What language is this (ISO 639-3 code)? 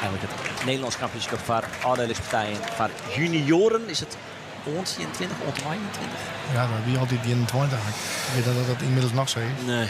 fry